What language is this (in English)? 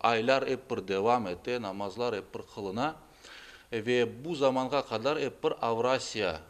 Crimean Tatar